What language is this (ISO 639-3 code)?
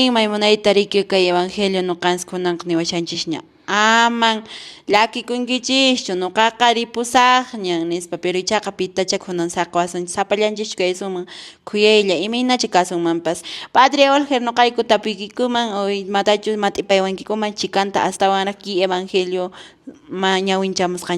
que